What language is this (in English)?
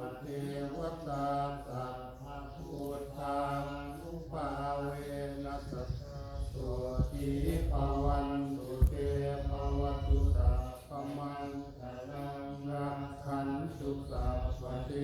Pali